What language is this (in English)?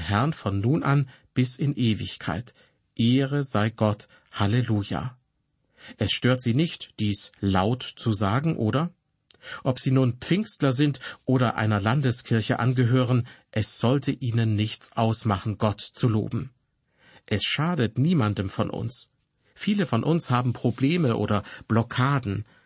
German